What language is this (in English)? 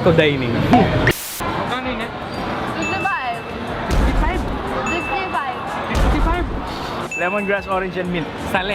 Pampanga